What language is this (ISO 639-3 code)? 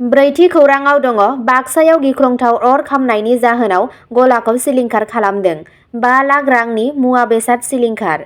brx